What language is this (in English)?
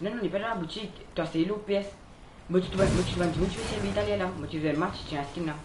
Morisyen